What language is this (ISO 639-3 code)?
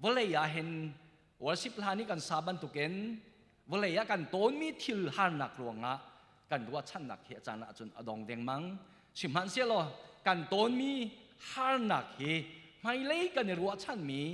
cnh